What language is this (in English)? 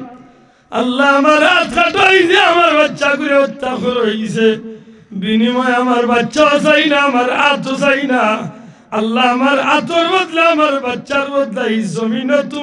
Sylheti